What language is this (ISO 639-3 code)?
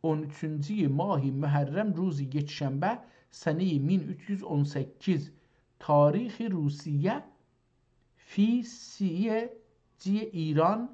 azb